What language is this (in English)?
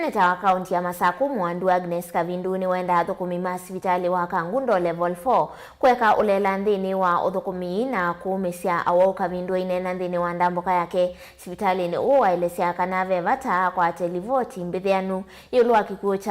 Kamba